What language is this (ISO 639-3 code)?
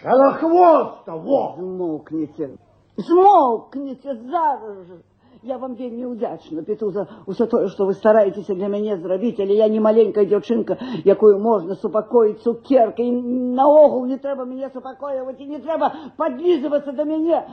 bel